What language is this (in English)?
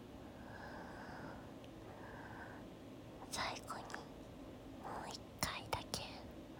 Japanese